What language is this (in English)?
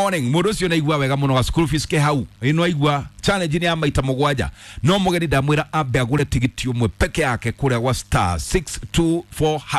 Kikuyu